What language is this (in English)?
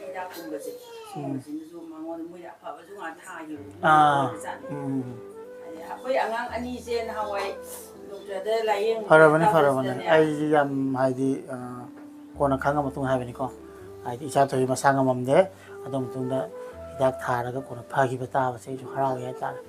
Manipuri